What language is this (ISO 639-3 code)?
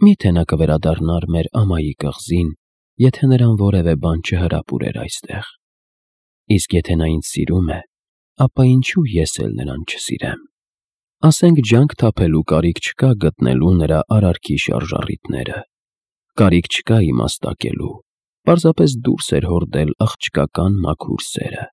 hye